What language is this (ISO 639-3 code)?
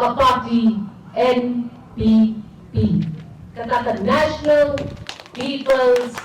kha